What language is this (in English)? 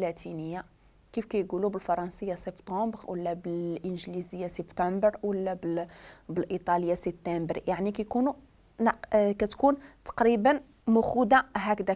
Moroccan Arabic